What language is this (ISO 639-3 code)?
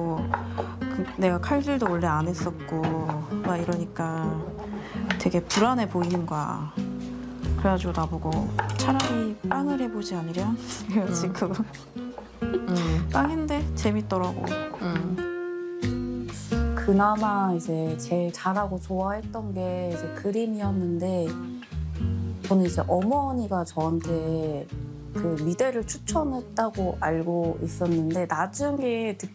kor